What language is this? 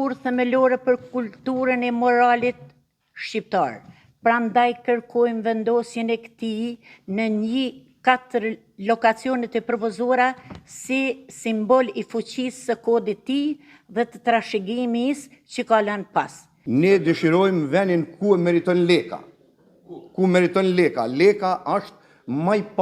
Albanian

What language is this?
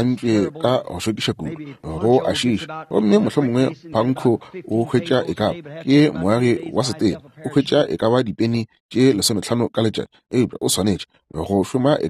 Northern Sotho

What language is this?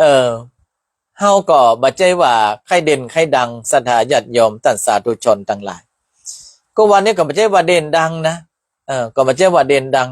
Northern Thai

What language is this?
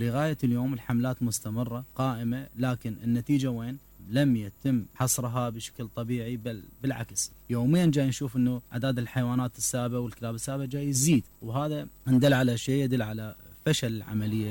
Mesopotamian Arabic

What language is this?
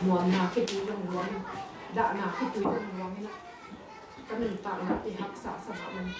Tedim Chin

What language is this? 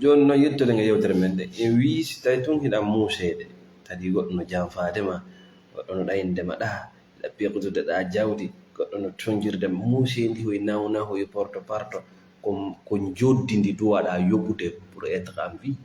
Fula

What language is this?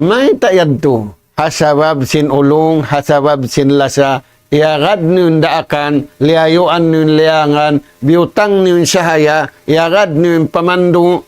Tausug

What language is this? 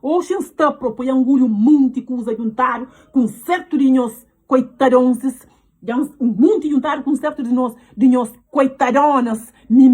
Kabuverdianu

